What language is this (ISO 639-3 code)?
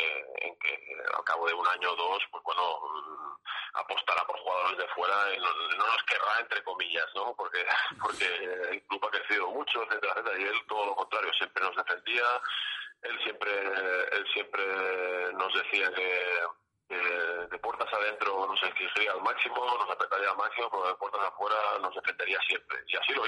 spa